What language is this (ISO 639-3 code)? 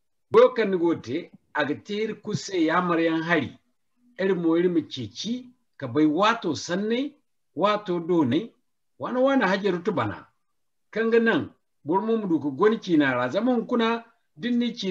dje